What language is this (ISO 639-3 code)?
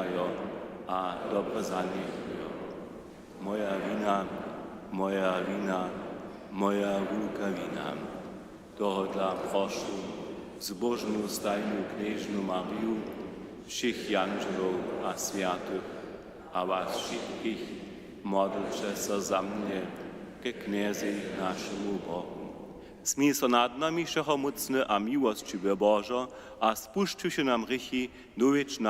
hsb